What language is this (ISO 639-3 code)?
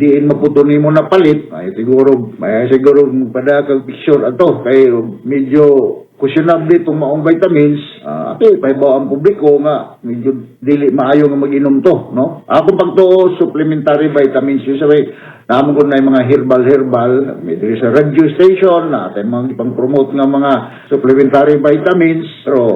ceb